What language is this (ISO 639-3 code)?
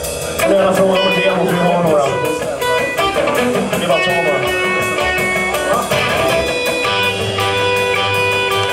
swe